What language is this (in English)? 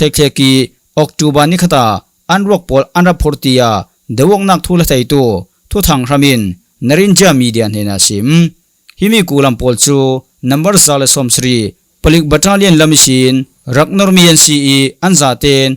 Falam Chin